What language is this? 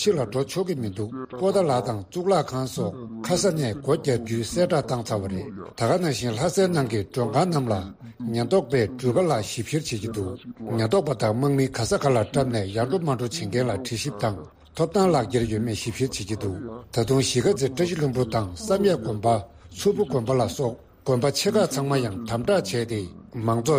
Tibetan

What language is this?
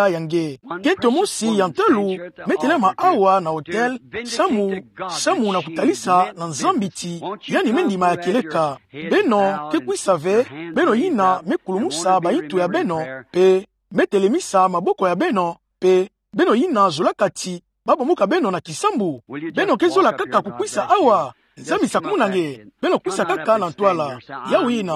Kituba (Democratic Republic of Congo)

